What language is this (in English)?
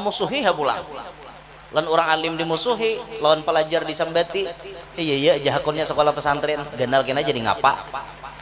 Banjar